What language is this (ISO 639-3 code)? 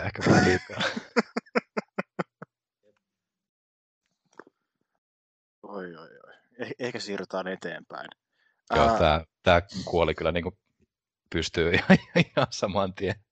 fin